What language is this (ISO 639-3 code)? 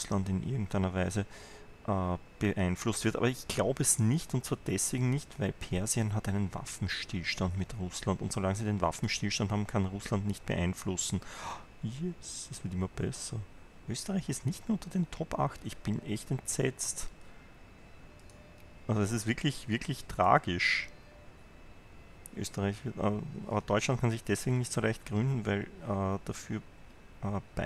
deu